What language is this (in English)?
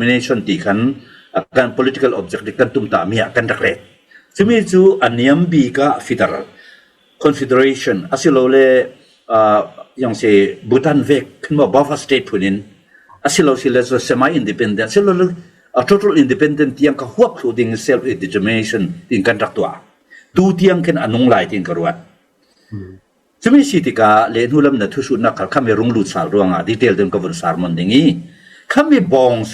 Falam Chin